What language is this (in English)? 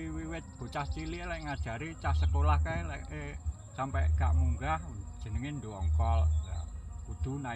Javanese